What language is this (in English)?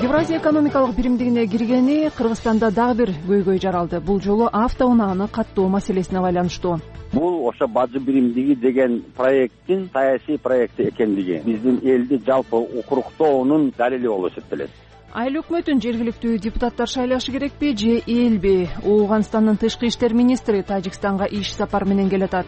Kyrgyz